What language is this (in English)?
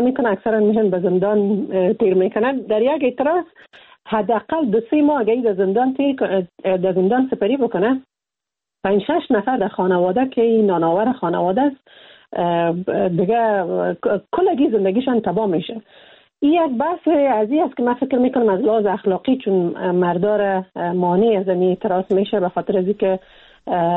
Persian